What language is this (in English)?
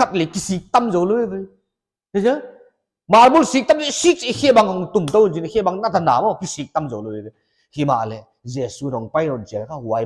Paite Chin